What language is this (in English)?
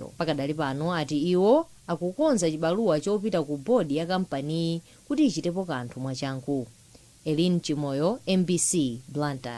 Nyanja